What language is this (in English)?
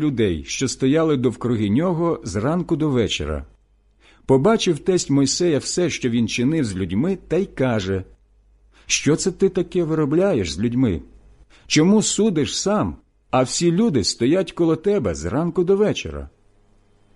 Ukrainian